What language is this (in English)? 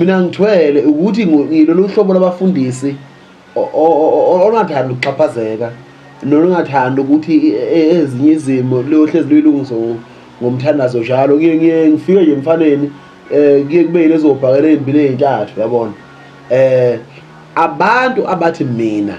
Zulu